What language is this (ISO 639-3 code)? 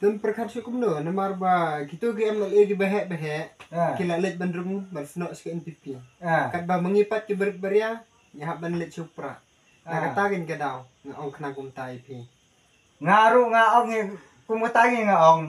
kha